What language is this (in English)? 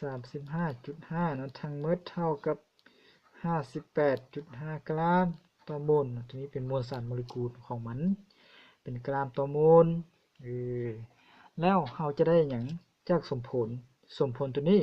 Lao